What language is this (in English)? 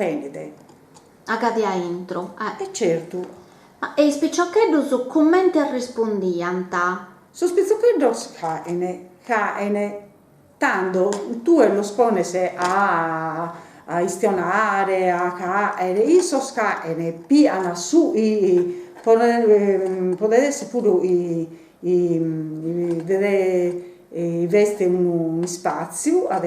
Sardinian